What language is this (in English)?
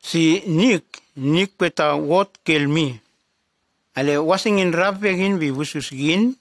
Nume